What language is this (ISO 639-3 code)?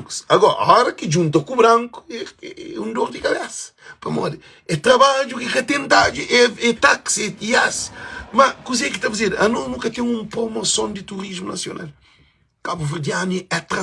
kea